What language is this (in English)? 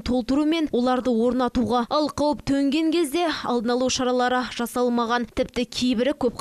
Kazakh